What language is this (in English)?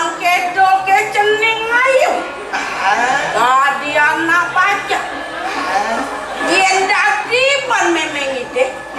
Balinese